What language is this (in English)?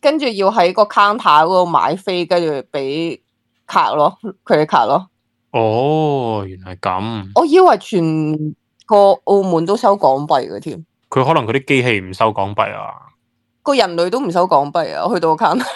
Cantonese